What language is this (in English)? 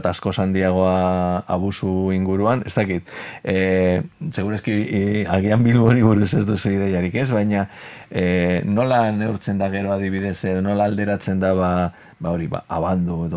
Basque